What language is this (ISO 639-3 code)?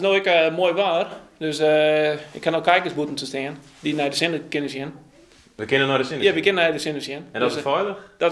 fry